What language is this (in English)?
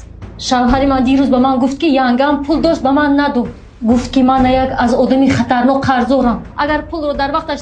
Tajik